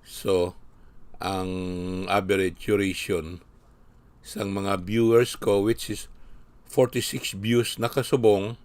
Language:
Hiligaynon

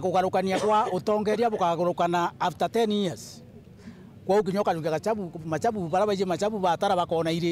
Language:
Meru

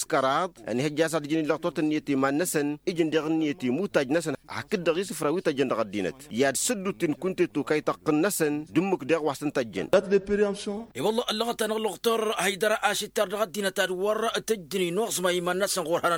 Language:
Tamasheq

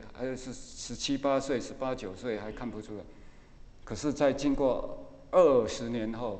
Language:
Chinese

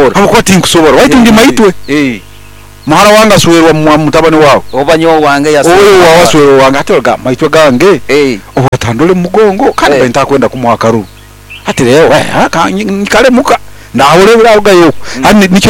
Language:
Nyoro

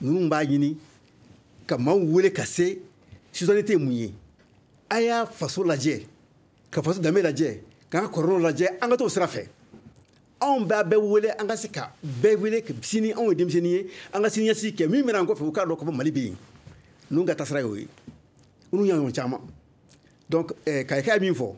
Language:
Bambara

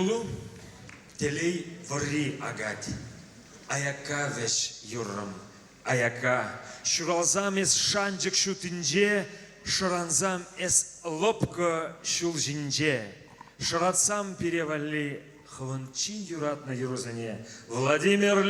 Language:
Chuvash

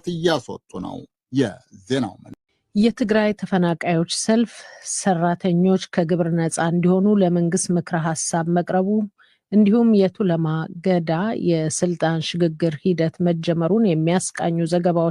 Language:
Amharic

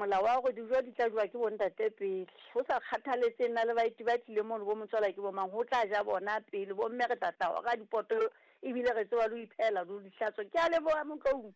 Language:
Southern Sotho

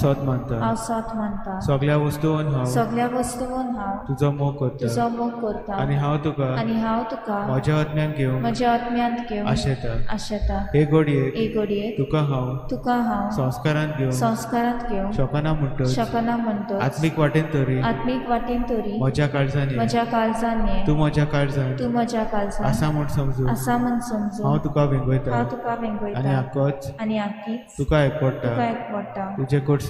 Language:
Konkani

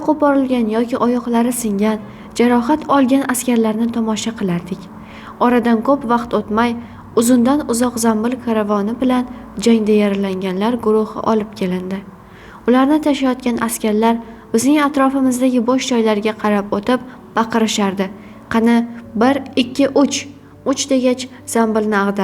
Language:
Uzbek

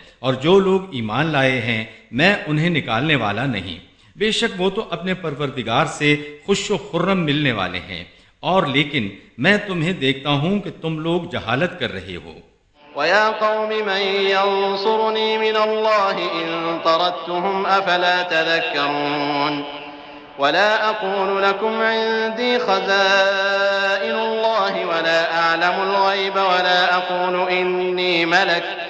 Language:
Urdu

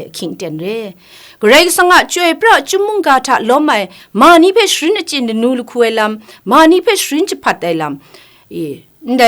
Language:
Kachin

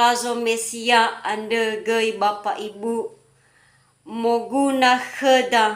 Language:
Nias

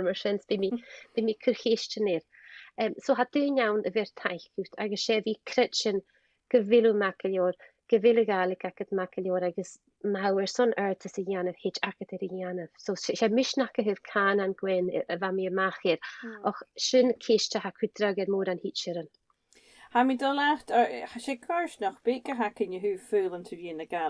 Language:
Scottish Gaelic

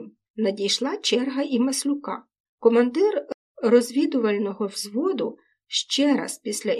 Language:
Ukrainian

